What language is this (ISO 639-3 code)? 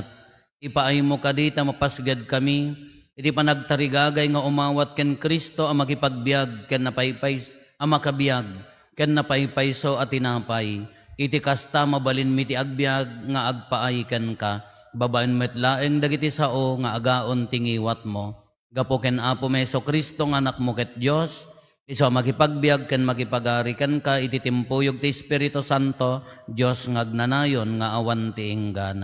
ilo